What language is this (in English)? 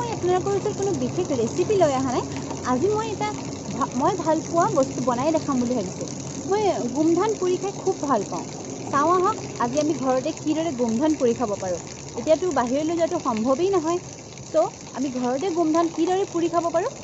Assamese